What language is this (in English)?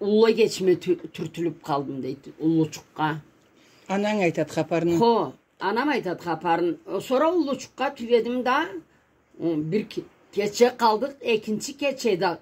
Karachay-Balkar